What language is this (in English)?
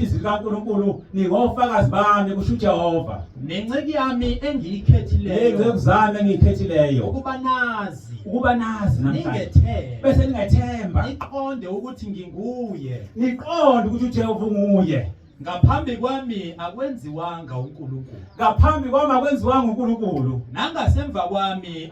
Zulu